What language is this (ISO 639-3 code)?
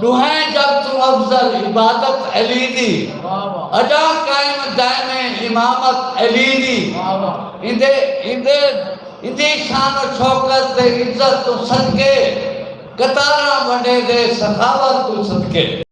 skr